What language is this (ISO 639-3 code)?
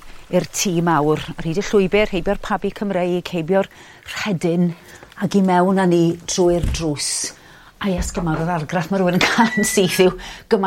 cym